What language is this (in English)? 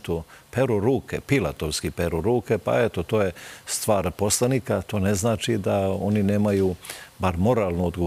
Serbian